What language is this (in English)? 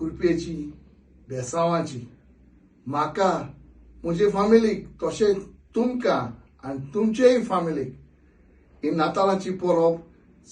Konkani